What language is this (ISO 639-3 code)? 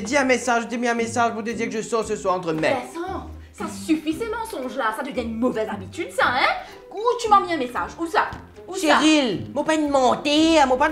mfe